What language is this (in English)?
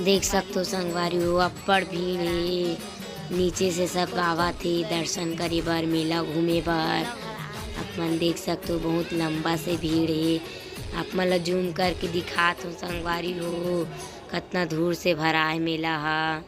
Chhattisgarhi